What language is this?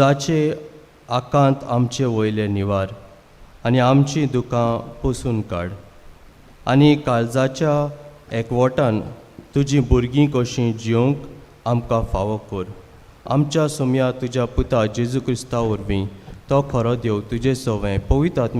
Konkani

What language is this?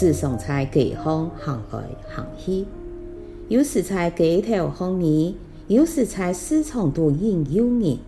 Hakka Chinese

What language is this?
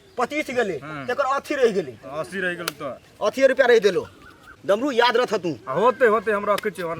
Maithili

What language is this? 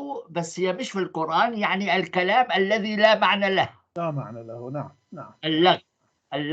North Levantine Arabic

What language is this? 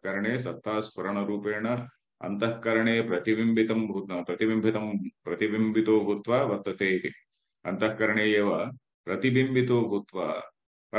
Sanskrit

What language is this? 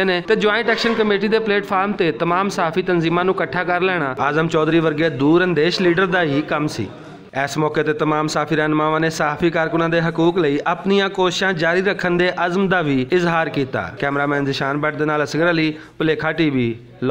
Western Panjabi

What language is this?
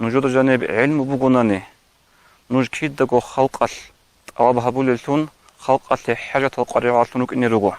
Avaric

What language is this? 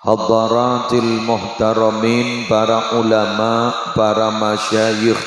Madurese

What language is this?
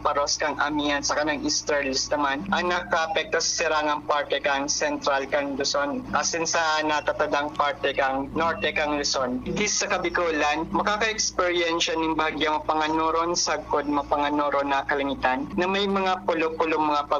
Bikol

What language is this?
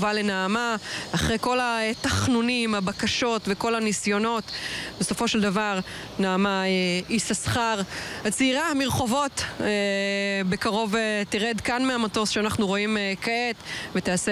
Hebrew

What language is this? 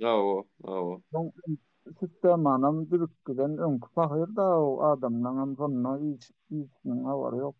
Turkmen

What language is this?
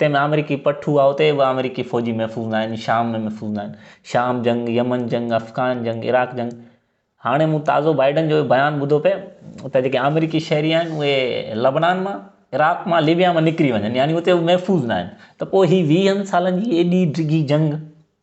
Sindhi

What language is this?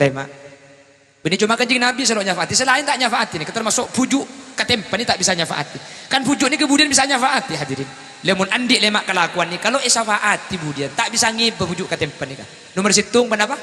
Madurese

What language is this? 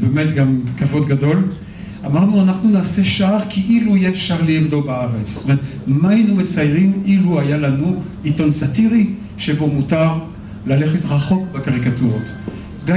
Hebrew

